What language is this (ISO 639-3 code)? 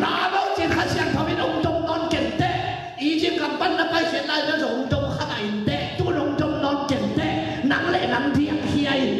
ctd